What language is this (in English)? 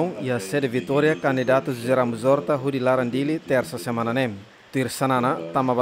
Tetum